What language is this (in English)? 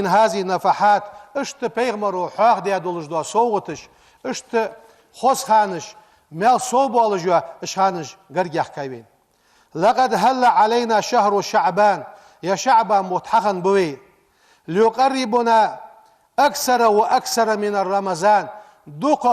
Ingush